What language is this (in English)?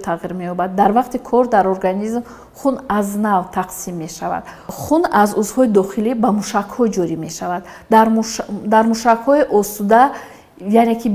Tajik